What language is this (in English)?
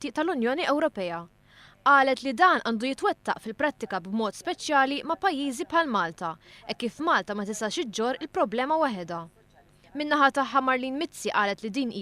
Maltese